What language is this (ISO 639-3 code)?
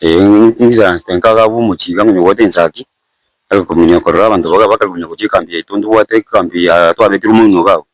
guz